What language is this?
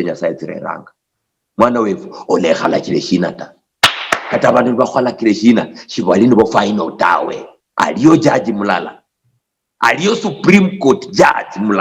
Luyia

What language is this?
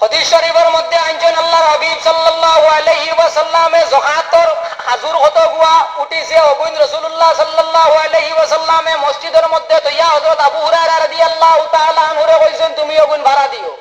Sylheti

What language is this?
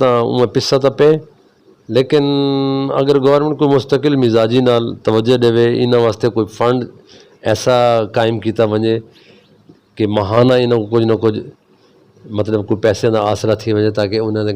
Saraiki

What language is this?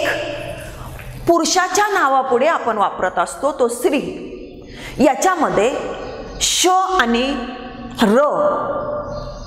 Marathi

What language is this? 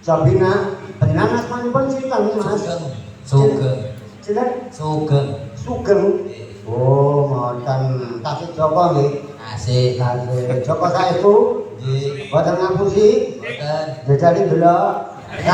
Javanese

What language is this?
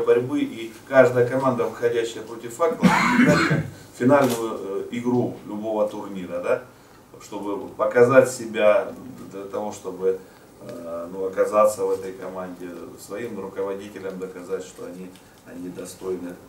Russian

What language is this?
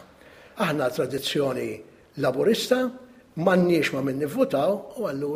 Maltese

